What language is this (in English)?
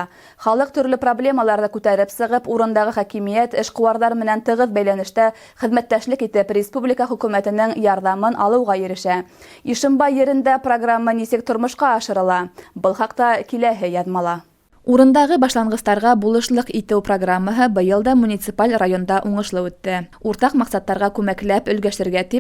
Bashkir